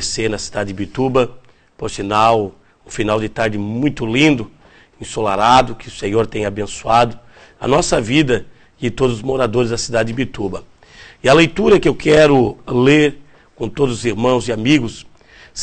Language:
Portuguese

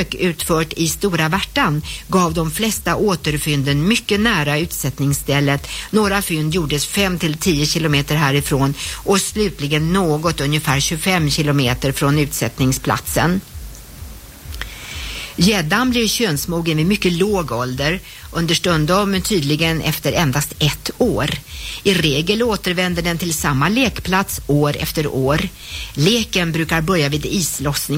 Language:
Swedish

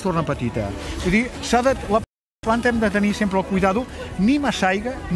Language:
Catalan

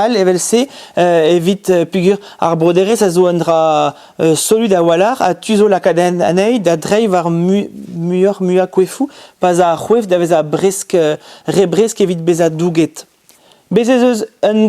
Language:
Breton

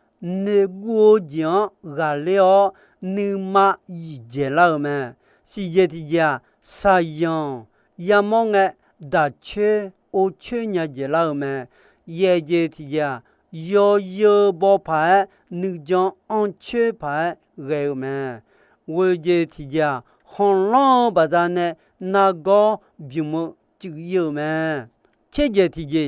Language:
Akha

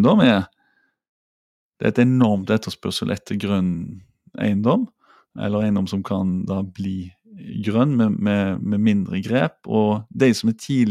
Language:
Norwegian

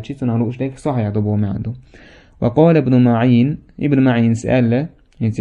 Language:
Chechen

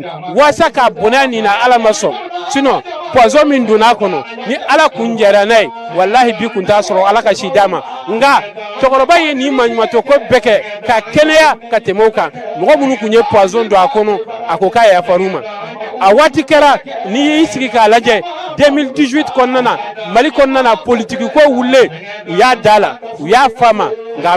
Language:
Bambara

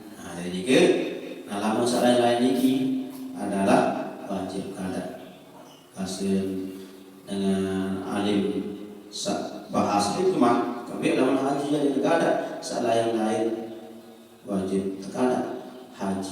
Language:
Sasak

